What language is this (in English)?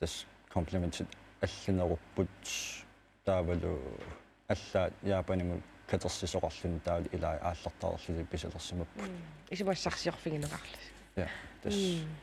Kalaallisut